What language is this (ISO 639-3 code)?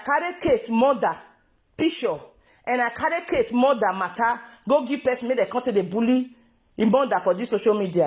pcm